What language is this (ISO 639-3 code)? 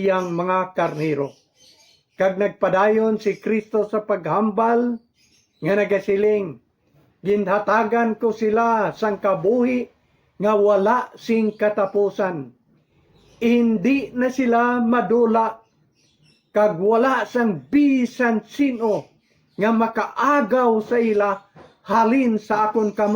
hil